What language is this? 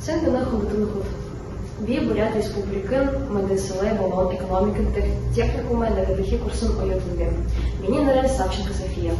Buriat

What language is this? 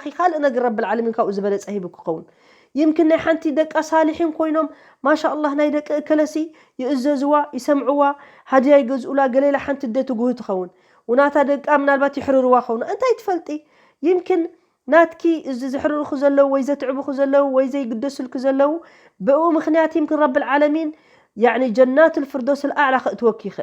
Tigrinya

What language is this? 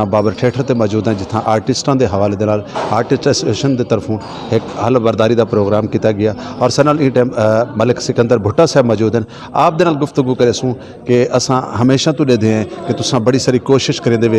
Saraiki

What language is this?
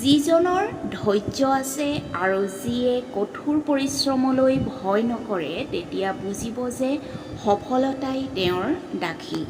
Assamese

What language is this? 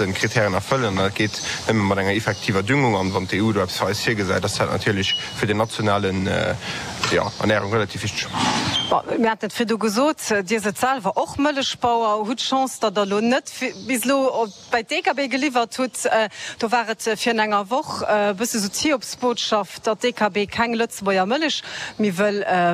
Luxembourgish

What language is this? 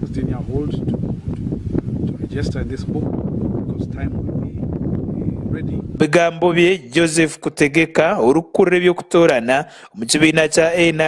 Nyankole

